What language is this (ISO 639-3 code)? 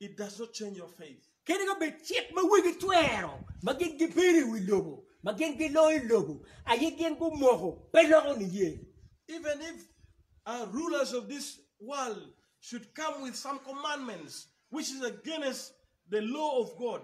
ach